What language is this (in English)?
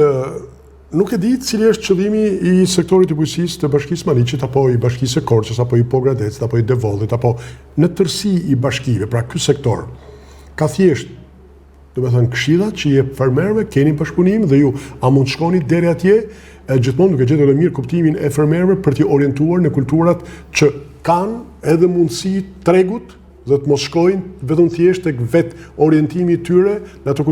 Albanian